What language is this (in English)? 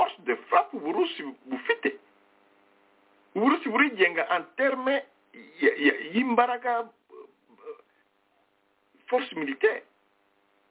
Kinyarwanda